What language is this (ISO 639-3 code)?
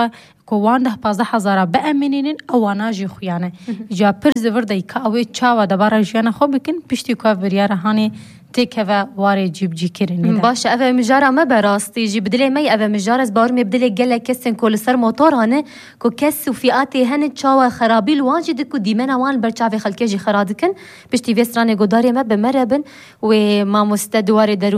kur